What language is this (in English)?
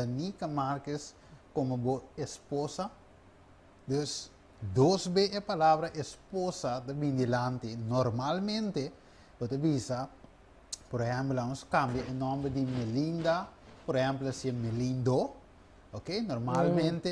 Papiamento